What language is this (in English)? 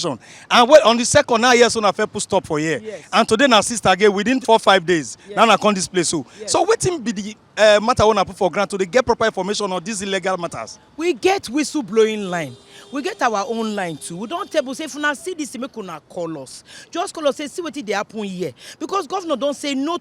Nigerian Pidgin